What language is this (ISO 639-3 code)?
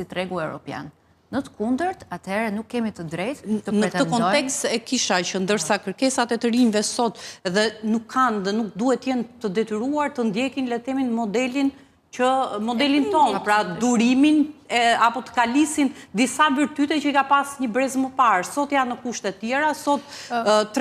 sqi